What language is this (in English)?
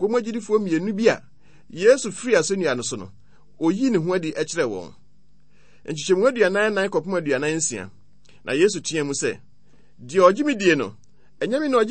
Akan